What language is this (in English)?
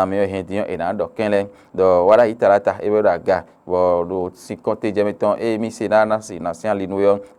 Fon